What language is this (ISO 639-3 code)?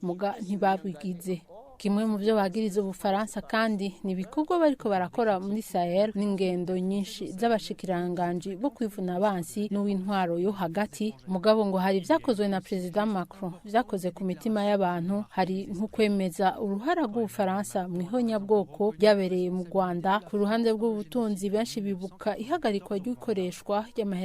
run